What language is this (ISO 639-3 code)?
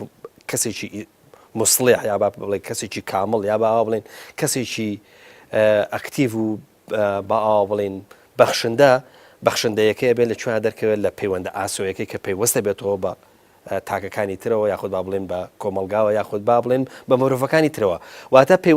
ckb